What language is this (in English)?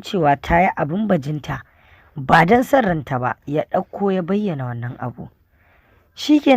Hausa